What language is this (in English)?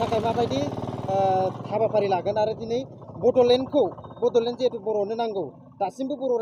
Bodo